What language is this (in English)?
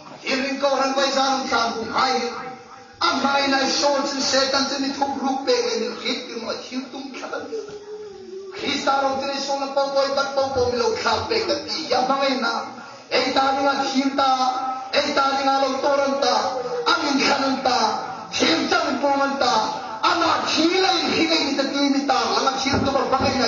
Hmar